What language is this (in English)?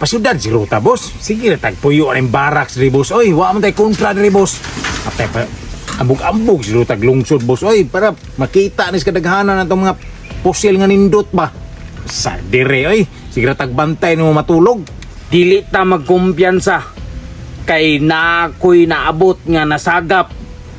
Cebuano